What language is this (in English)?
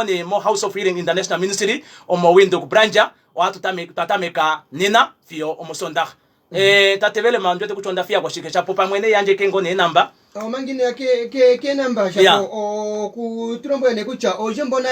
Kuanyama